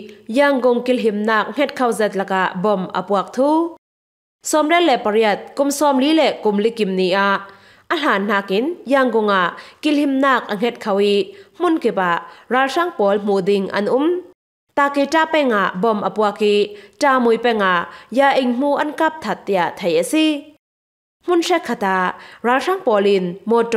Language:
Falam Chin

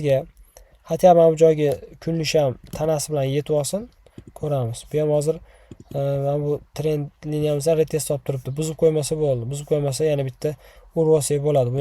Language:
Uzbek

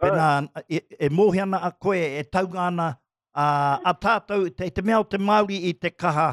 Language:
Māori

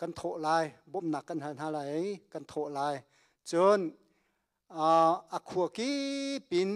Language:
Hakha Chin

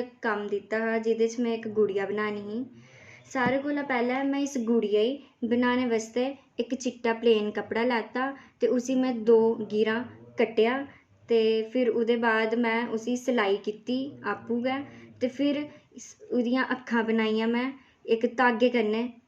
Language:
Dogri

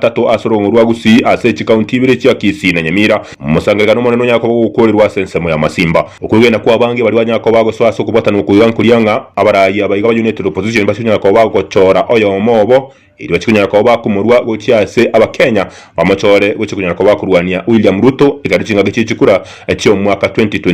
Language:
Gusii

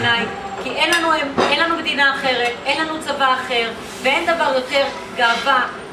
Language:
Hebrew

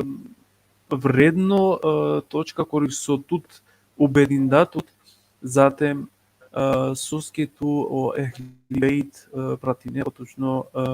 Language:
Balkan Romani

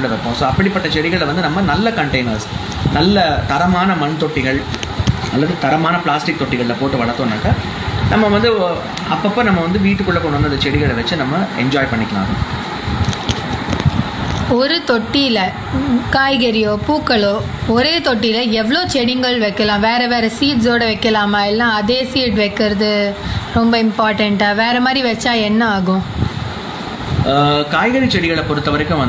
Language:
Tamil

